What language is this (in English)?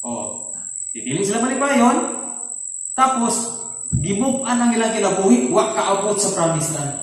Cebuano